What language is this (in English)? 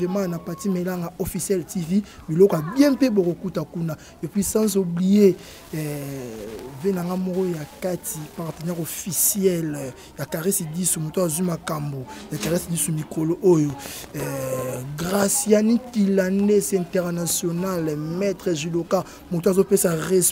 Lingala